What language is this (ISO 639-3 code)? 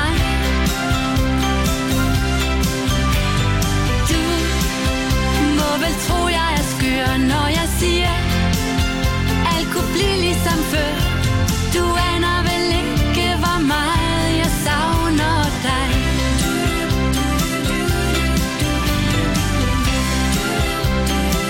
dan